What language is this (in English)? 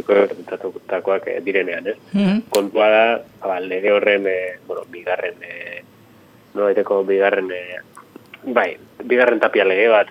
Basque